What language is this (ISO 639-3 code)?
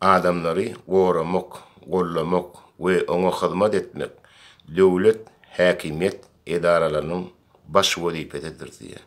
tuk